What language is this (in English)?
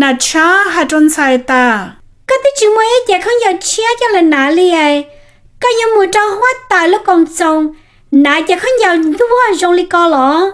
Hmong